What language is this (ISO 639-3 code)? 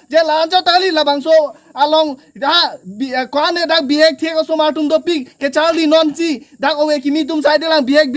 mjw